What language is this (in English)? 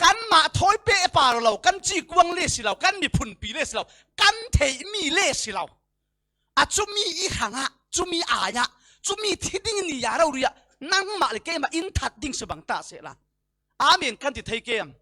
Falam Chin